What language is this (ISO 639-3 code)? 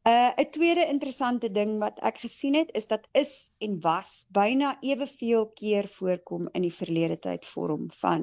afr